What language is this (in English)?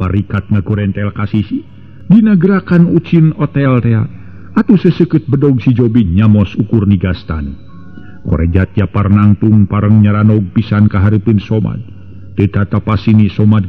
Sundanese